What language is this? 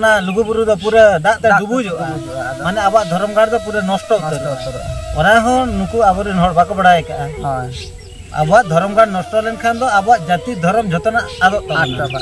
Santali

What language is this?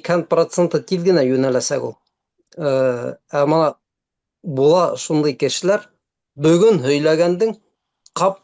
Bashkir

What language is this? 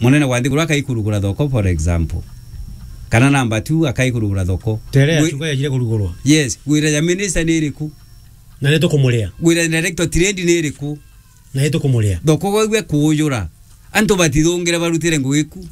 Meru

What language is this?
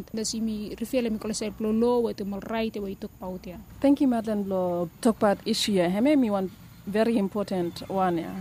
Bislama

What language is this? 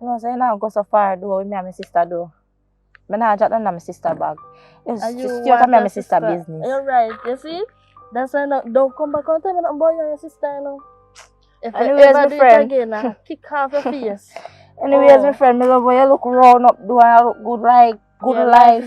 Jamaican Creole English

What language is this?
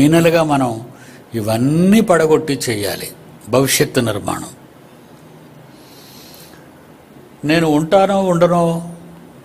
Telugu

